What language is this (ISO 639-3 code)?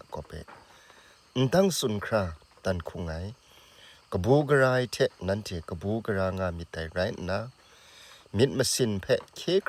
kac